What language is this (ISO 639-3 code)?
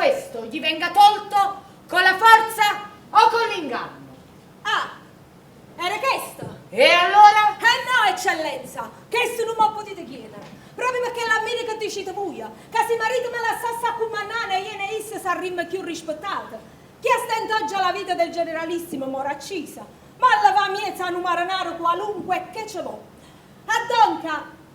nap